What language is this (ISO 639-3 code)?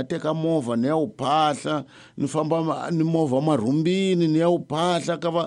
tso